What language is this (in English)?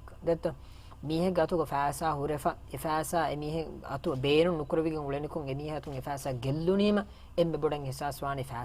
Divehi